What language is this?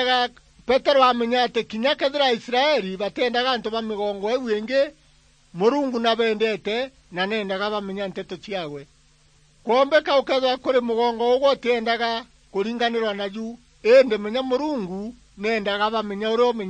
Meru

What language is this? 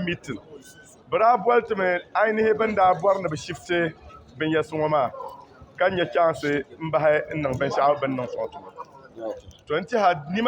Dagbani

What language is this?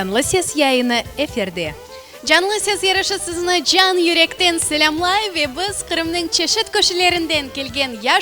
Crimean Tatar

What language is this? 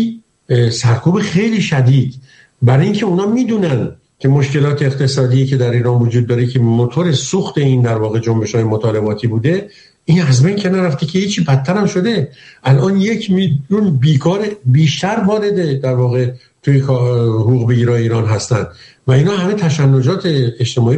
Persian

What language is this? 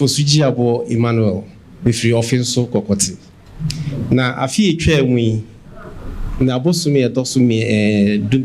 Akan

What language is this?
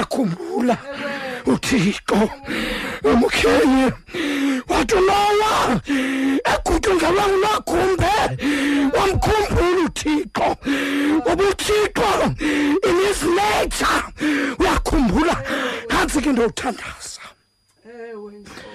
Xhosa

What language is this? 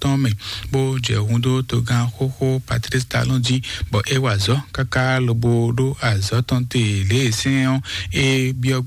Fon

